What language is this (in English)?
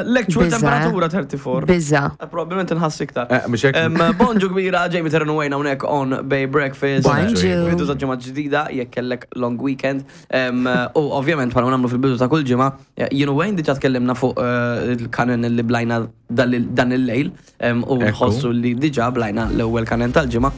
Maltese